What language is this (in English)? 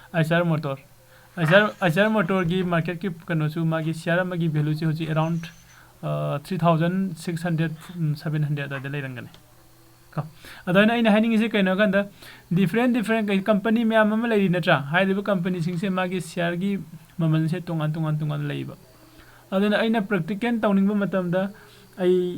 Manipuri